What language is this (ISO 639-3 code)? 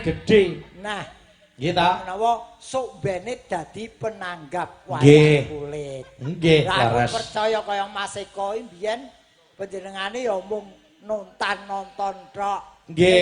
jav